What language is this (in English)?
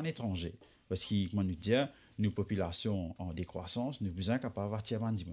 Morisyen